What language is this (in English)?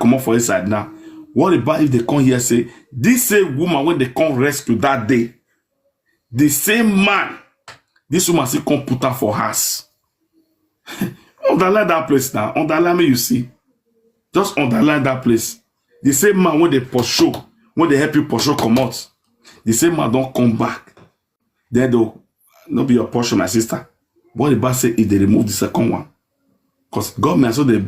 Nigerian Pidgin